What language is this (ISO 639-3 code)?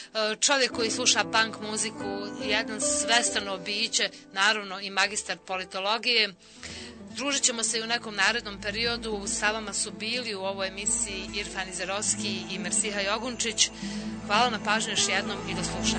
bos